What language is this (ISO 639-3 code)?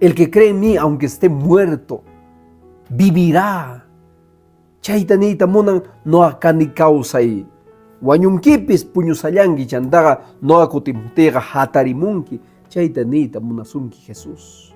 que